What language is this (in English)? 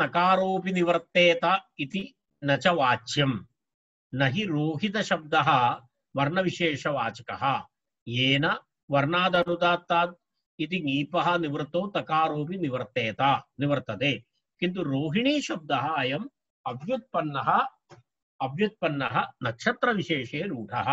Sanskrit